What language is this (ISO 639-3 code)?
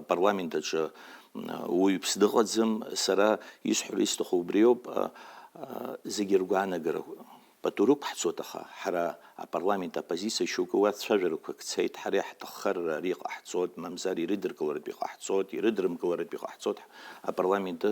abk